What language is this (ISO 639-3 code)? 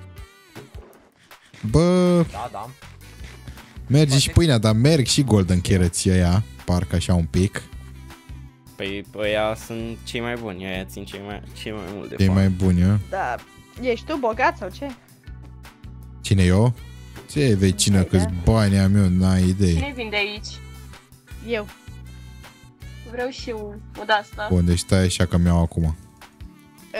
ron